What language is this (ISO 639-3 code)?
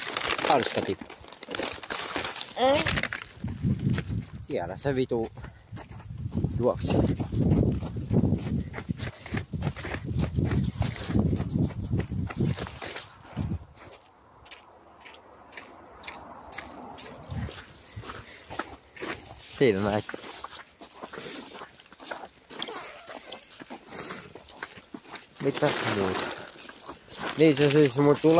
fin